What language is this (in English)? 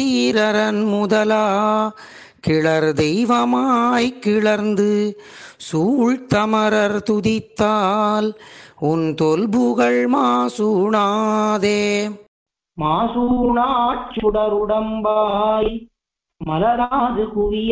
Tamil